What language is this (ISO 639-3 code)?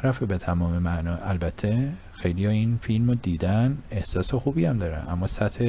fas